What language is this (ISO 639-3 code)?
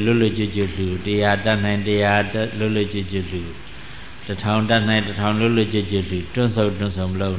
mya